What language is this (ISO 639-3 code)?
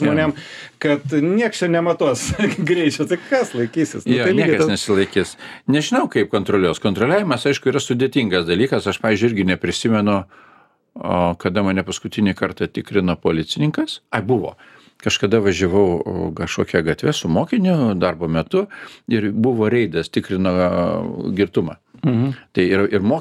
lit